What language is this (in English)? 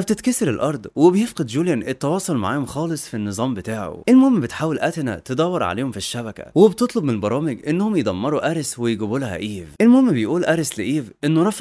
Egyptian Arabic